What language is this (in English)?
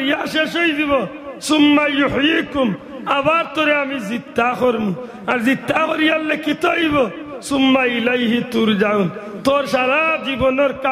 Sylheti